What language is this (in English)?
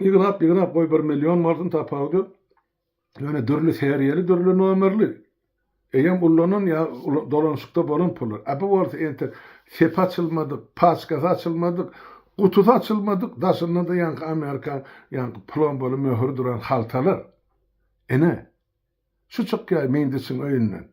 Turkmen